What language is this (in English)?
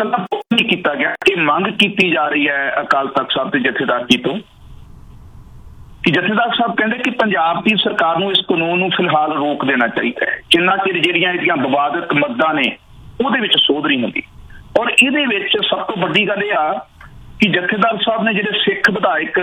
Punjabi